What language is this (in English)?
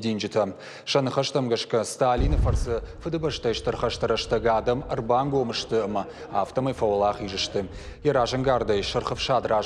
Ossetic